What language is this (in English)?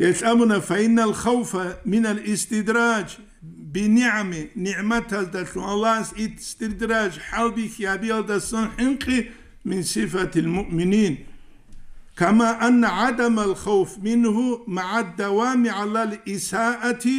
Avaric